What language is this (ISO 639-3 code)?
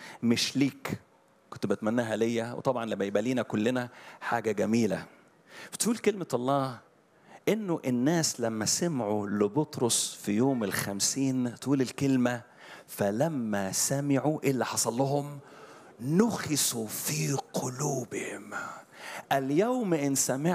arz